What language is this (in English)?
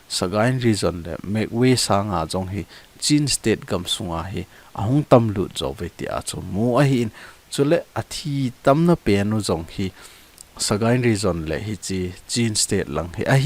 Thado Chin